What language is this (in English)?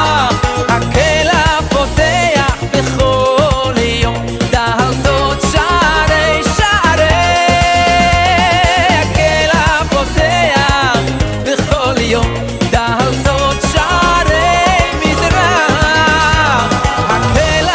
Hebrew